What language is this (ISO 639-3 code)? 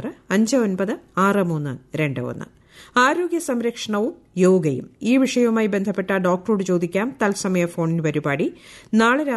mal